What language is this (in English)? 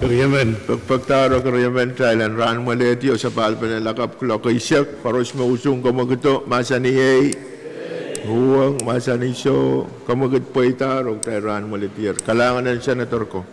Pohnpeian